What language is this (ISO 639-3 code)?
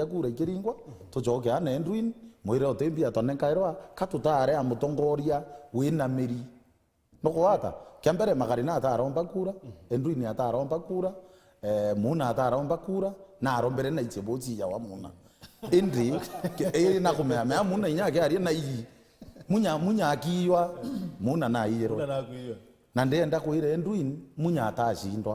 mer